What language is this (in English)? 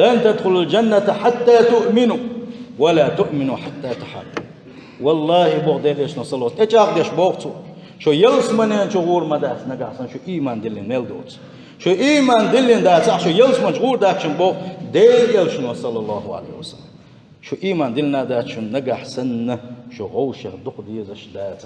Chechen